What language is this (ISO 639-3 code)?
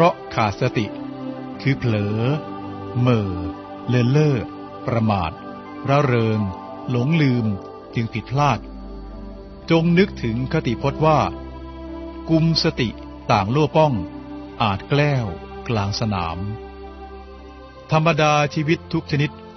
tha